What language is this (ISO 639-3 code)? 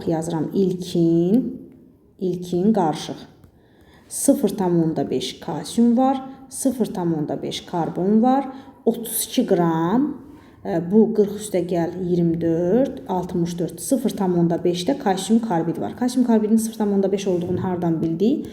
aze